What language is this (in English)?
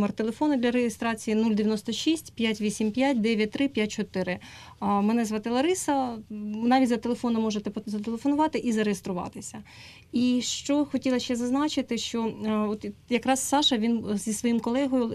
Ukrainian